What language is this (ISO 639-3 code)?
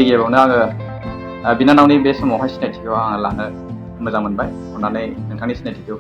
brx